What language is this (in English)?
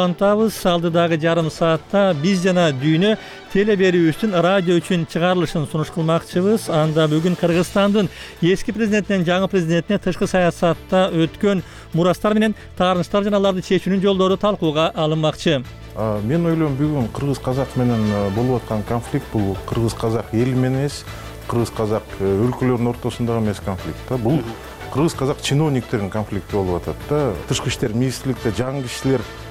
Kyrgyz